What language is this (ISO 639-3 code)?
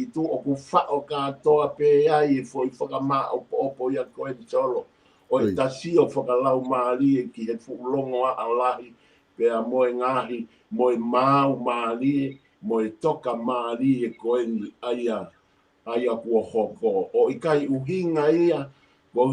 ton